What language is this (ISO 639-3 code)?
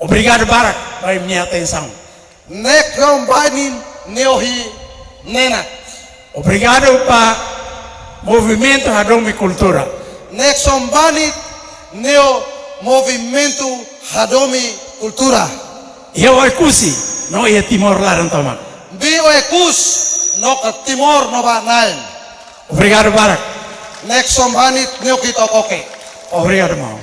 tet